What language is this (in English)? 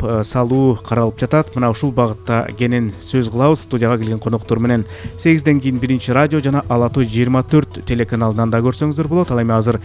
Kyrgyz